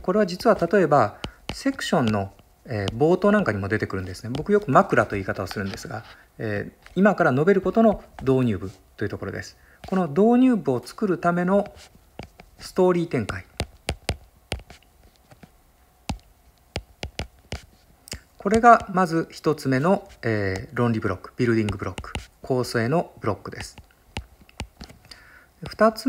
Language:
Japanese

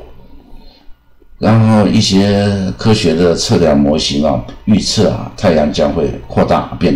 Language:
Chinese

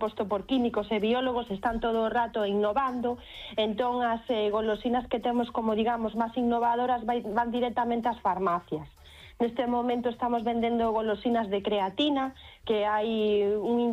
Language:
Galician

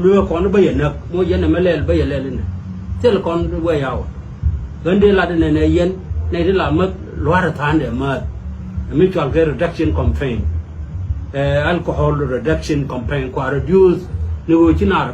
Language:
Nuer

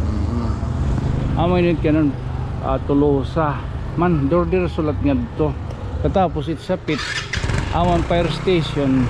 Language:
Waray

